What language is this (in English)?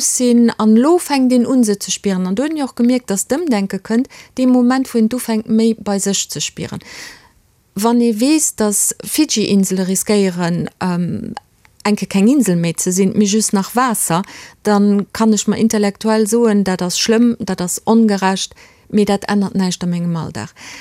Luxembourgish